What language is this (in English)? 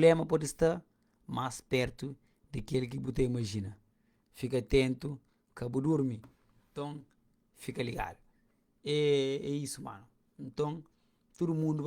Kabuverdianu